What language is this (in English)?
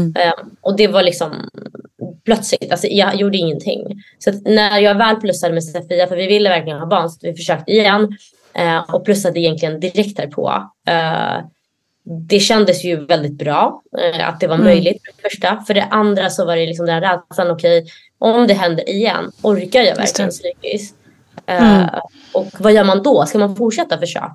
Swedish